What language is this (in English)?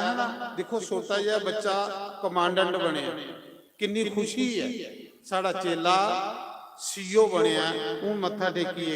Dogri